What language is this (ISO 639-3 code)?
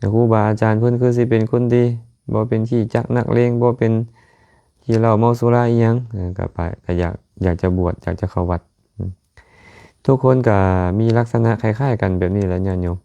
lao